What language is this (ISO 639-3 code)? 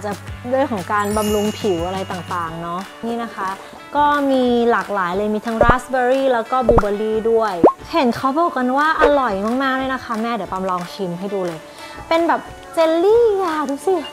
tha